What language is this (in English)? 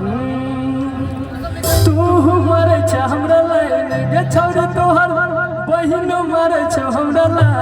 Maithili